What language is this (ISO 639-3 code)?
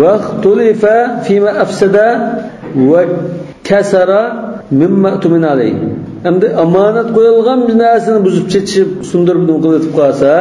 uig